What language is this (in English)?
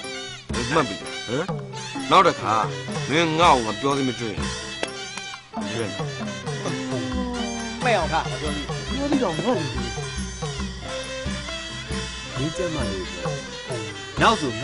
Burmese